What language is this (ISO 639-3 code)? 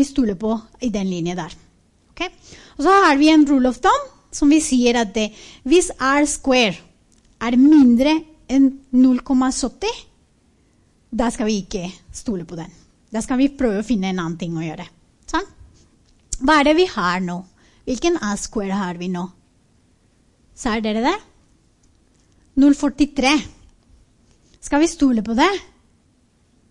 nor